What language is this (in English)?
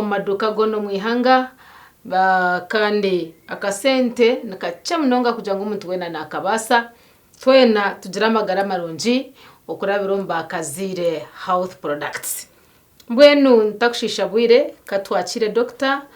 Nyankole